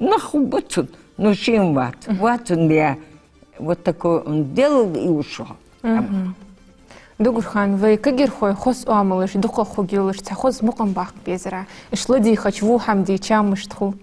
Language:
Ingush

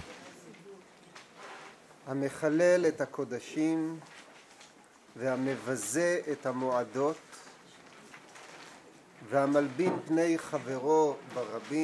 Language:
Hebrew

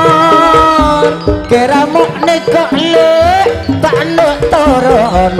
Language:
Madurese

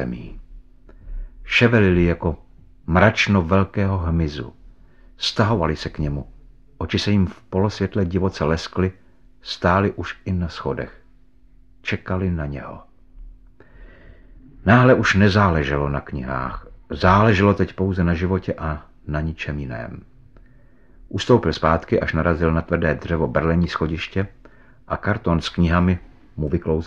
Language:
Czech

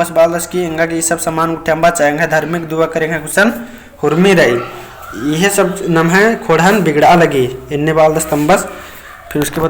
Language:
Kurukh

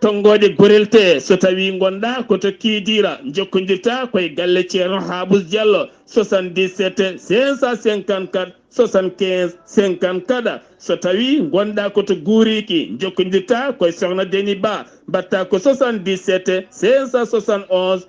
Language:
Fula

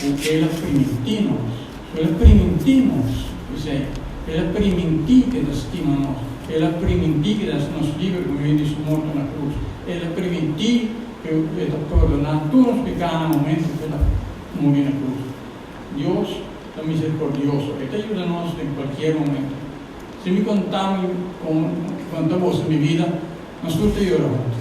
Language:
Papiamento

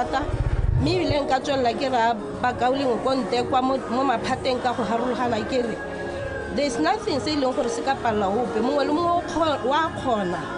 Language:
Tswana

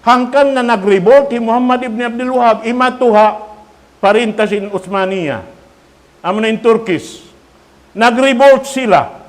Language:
Tausug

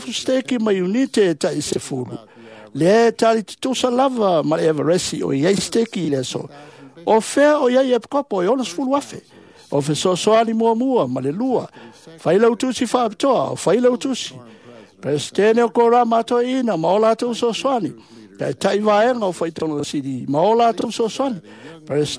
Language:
Samoan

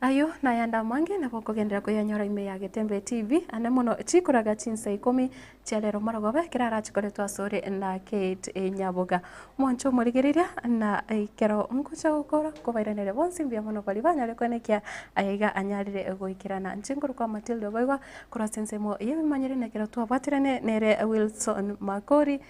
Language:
Gusii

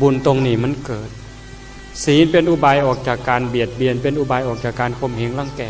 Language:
Northeastern Thai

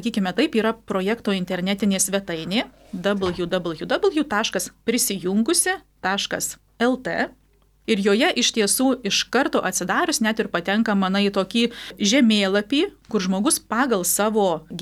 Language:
Lithuanian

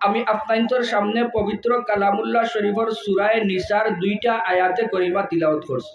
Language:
Sylheti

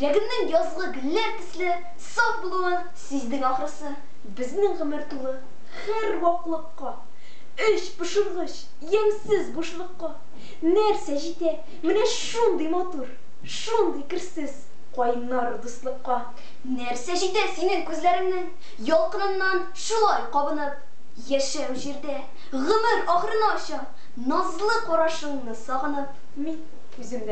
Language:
Tatar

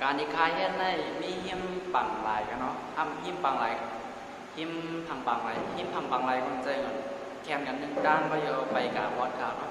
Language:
Shan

